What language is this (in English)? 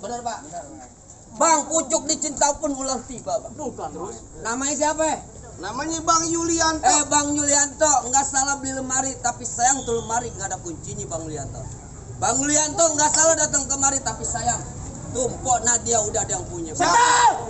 Betawi